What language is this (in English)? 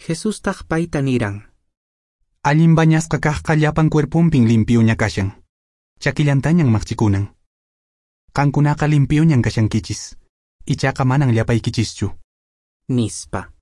Quechua